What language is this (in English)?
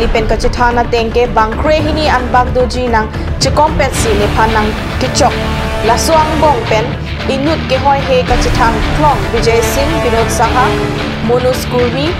Karbi